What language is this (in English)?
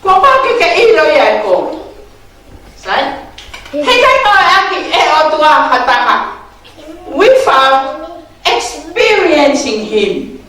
Tongan